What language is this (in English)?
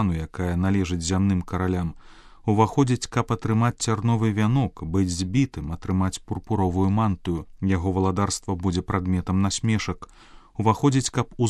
Belarusian